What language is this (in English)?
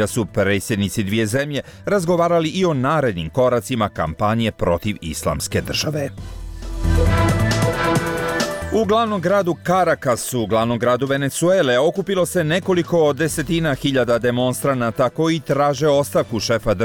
Bosnian